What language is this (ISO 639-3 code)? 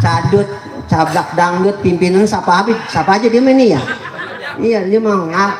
bew